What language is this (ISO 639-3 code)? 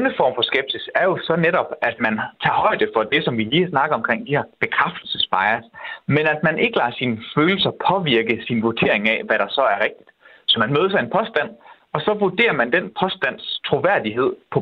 dan